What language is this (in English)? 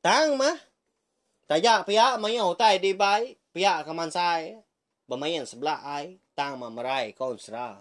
Iban